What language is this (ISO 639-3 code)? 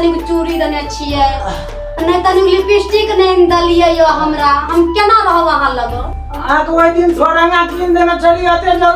mai